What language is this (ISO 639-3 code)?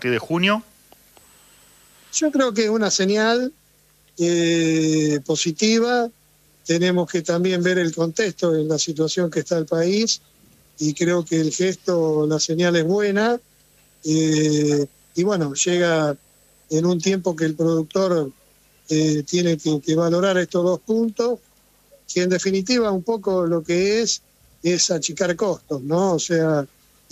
spa